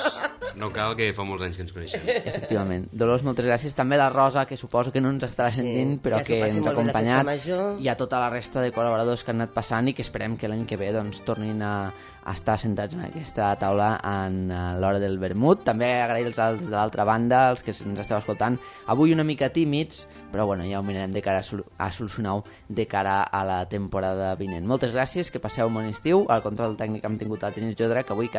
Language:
Catalan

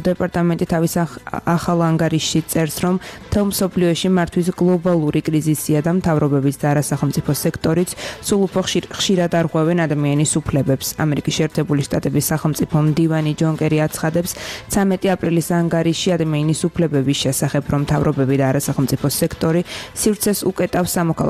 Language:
Georgian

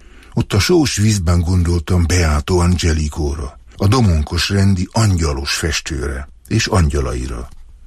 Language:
Hungarian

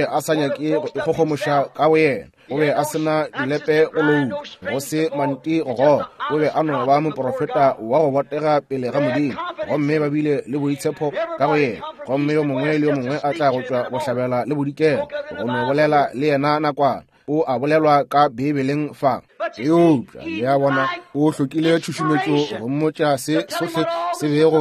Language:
Northern Sotho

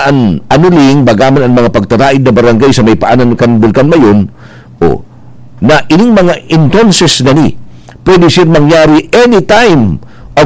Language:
Bikol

